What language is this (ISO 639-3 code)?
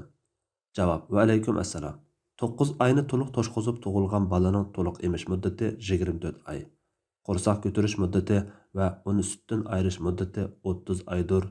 uig